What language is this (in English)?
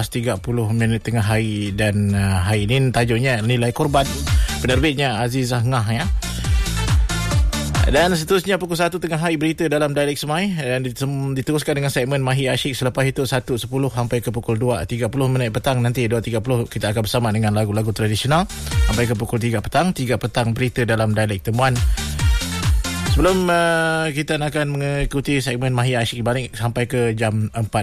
Malay